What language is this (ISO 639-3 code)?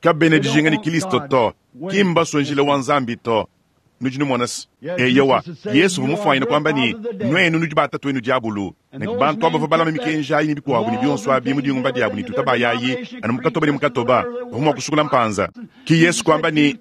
lua